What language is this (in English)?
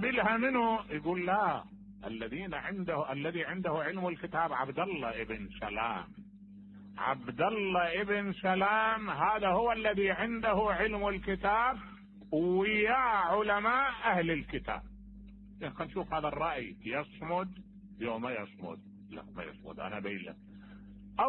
Mesopotamian Arabic